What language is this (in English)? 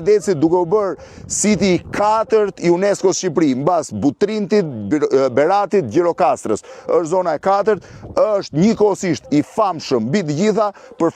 Albanian